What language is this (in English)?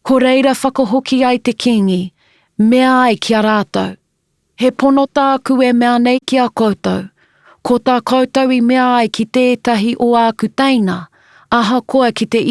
Māori